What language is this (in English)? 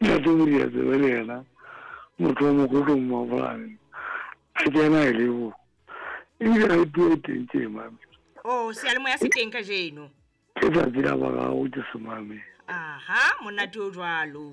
Southern Sotho